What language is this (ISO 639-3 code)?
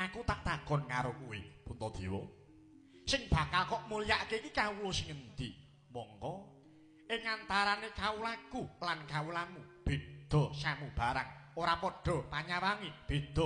jav